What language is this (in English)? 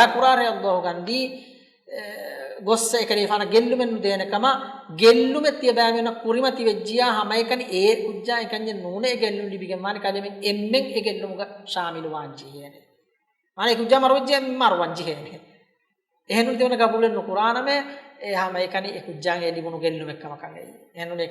Divehi